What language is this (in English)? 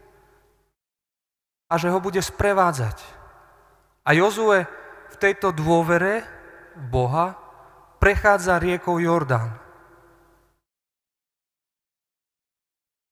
Slovak